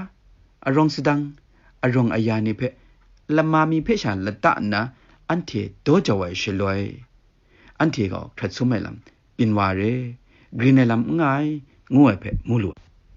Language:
Kachin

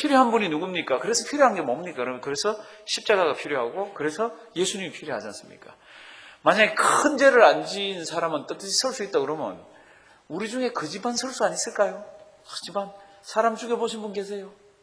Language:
Korean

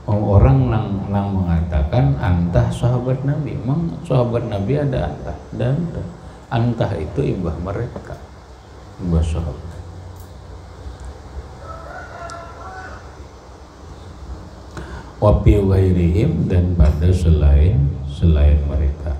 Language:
Indonesian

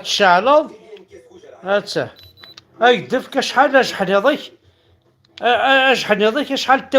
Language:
Kabyle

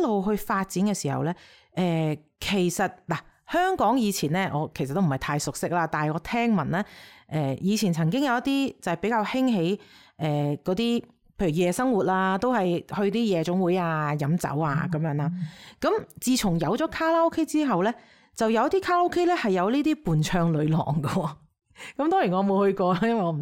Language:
Cantonese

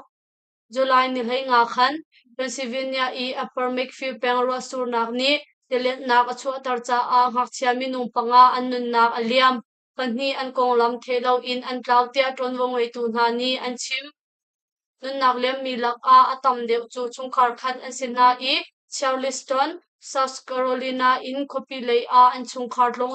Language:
Hakha Chin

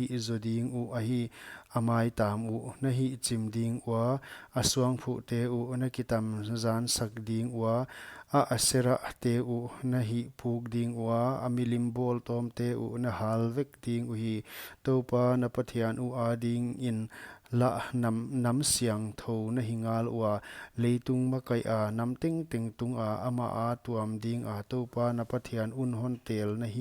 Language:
Paite Chin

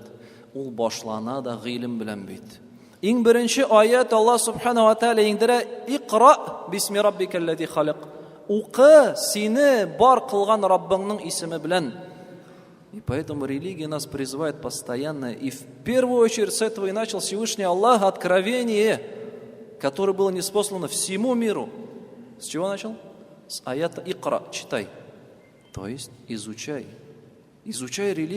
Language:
Tatar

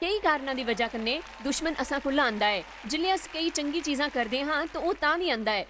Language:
Dogri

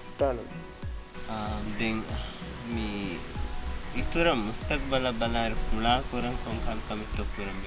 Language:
Divehi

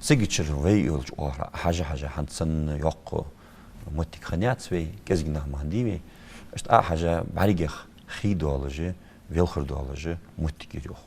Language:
Ingush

